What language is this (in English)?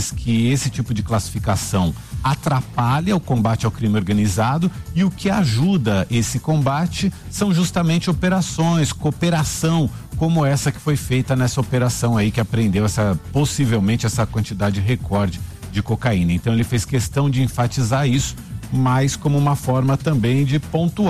Portuguese